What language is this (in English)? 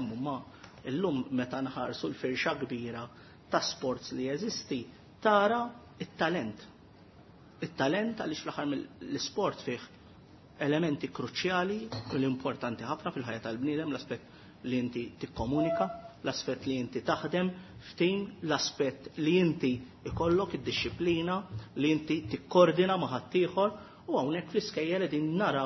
Maltese